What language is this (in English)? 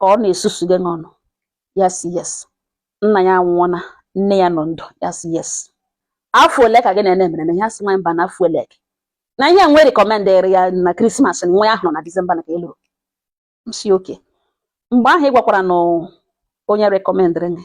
Igbo